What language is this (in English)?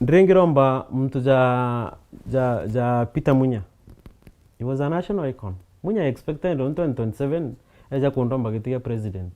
Meru